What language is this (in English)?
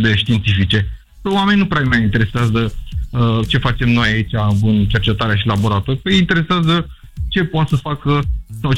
Romanian